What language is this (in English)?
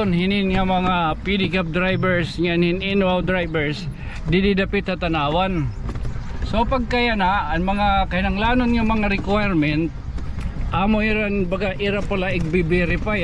Waray